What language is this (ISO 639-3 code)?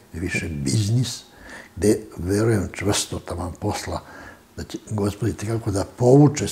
srp